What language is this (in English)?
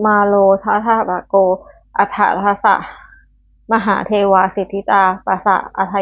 Pali